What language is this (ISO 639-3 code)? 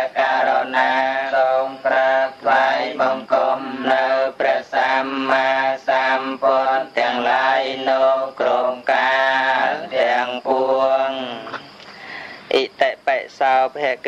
khm